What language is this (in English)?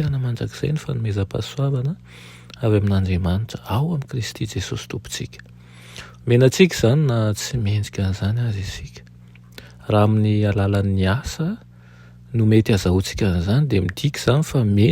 Malagasy